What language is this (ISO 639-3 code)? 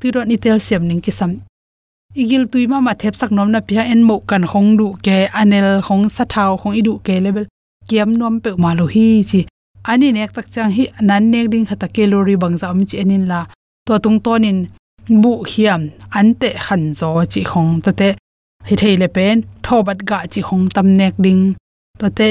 ctd